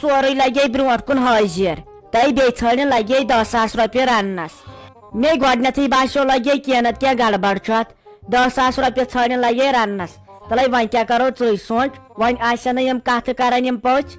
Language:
Kashmiri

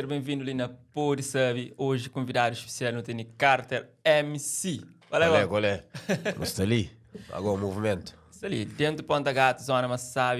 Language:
Kabuverdianu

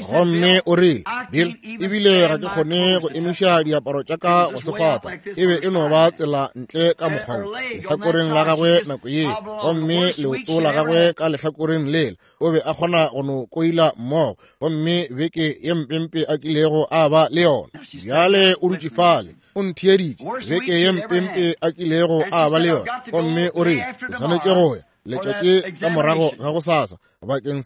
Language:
Northern Sotho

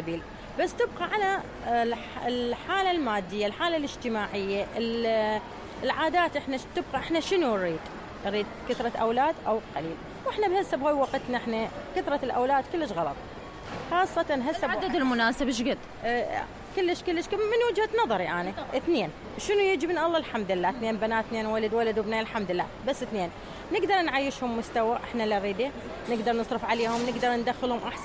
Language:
Mesopotamian Arabic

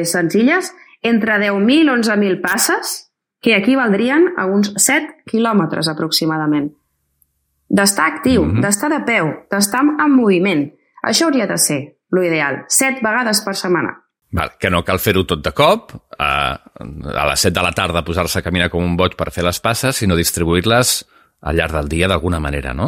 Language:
Catalan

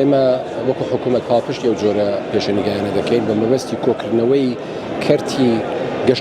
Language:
Central Kurdish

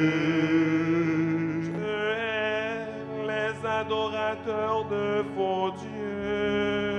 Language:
French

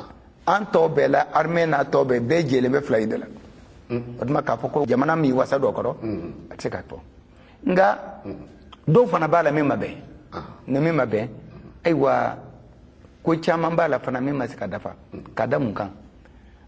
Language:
Bambara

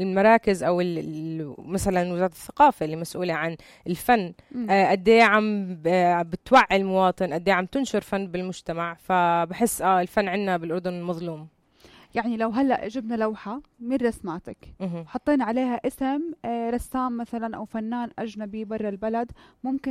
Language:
North Levantine Arabic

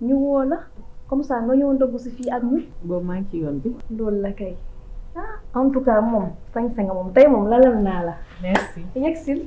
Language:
Wolof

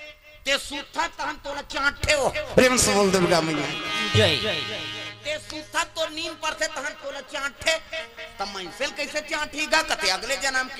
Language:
Chhattisgarhi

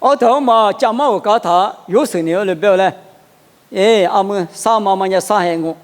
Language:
Lisu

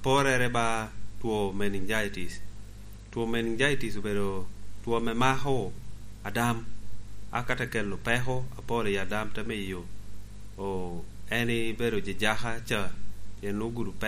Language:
Lango (Uganda)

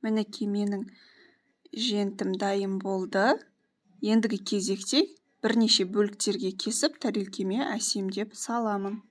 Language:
Kazakh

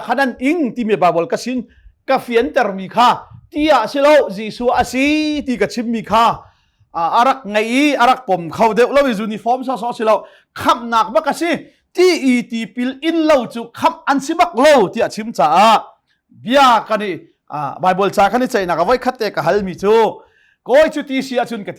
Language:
Hakha Chin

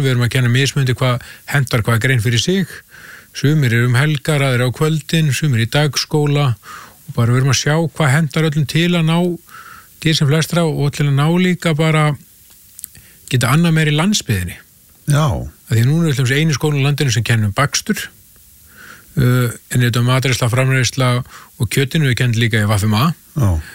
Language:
Icelandic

